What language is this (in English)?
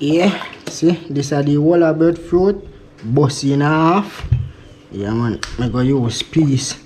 Jamaican Creole English